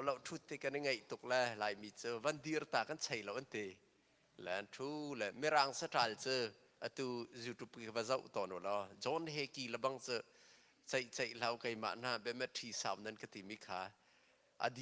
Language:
Hakha Chin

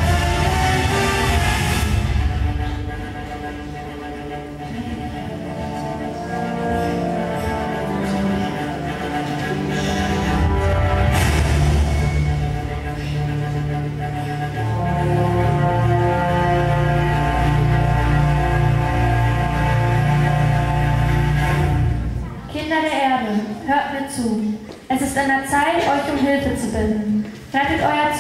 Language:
German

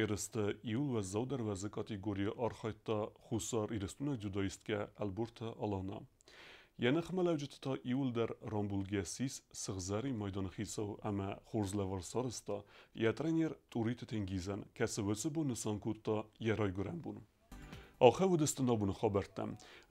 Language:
Ossetic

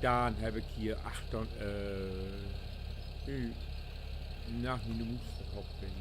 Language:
Low German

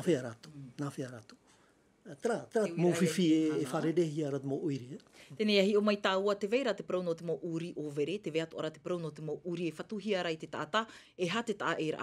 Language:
Tahitian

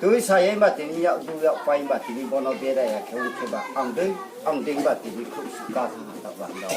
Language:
Riang (India)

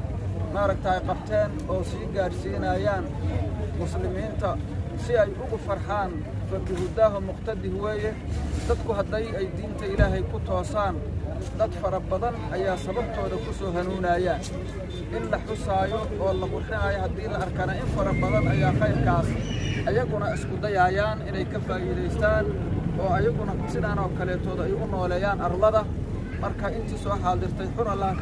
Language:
Somali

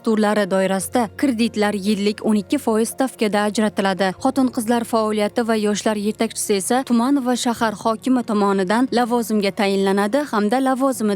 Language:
Uzbek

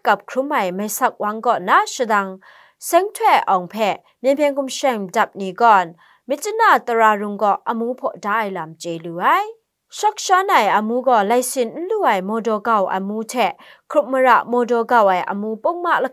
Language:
Kachin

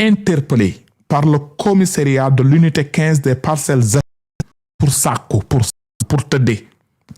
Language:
Wolof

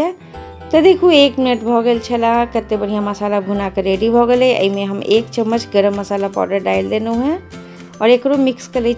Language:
Maithili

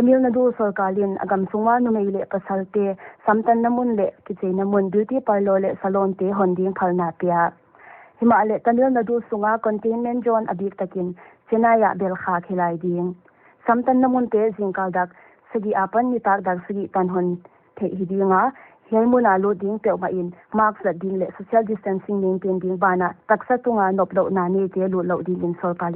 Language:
Paite Chin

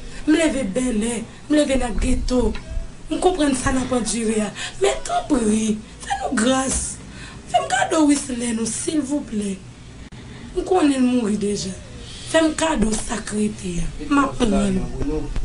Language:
Haitian Creole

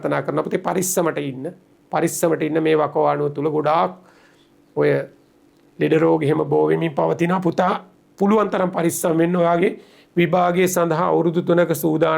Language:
Sinhala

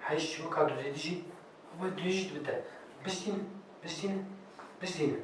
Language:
Kurdish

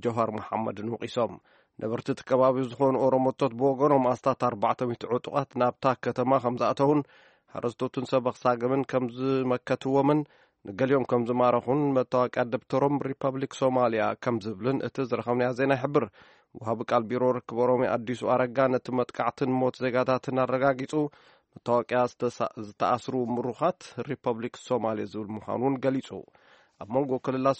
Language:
Tigrinya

